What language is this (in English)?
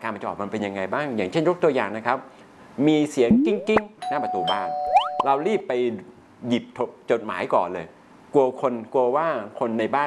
Thai